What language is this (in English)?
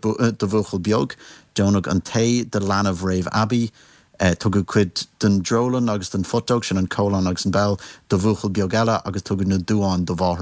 Irish